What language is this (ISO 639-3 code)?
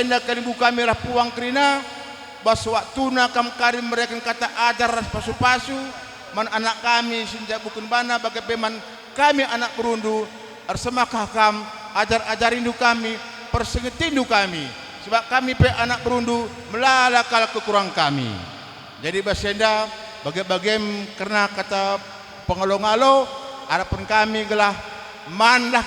btx